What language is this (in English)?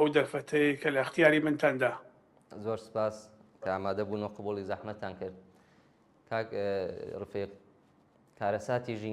Central Kurdish